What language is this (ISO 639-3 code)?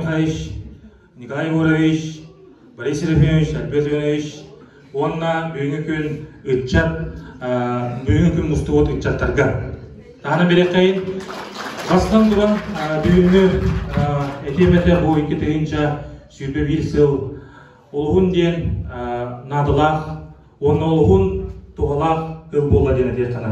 sah